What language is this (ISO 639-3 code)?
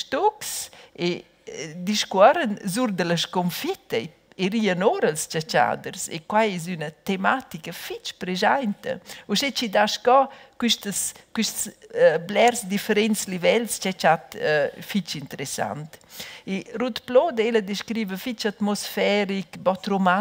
roh